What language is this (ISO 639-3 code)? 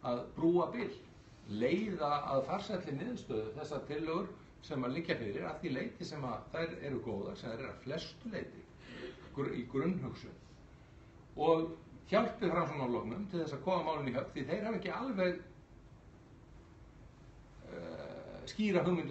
isl